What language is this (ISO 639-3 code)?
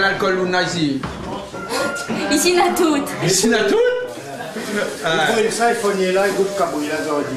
rcf